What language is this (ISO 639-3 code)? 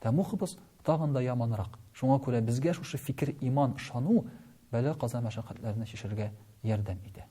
tat